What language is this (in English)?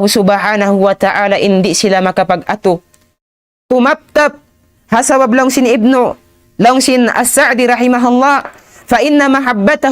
Tausug